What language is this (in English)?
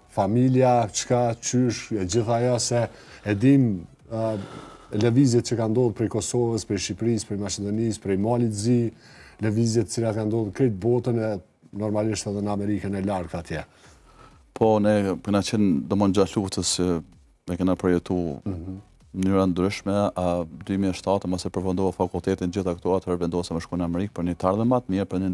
Albanian